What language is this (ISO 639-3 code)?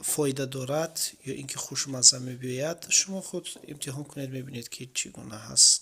tgk